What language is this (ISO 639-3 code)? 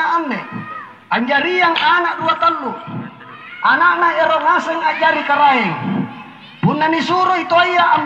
mak